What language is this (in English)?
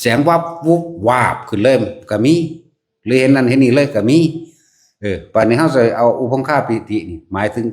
Northeastern Thai